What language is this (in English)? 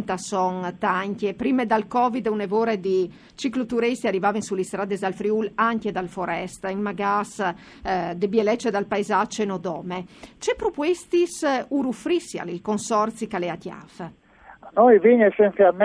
Friulian